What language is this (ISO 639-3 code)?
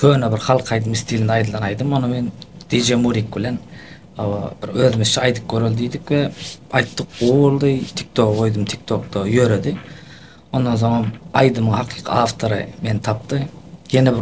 tuk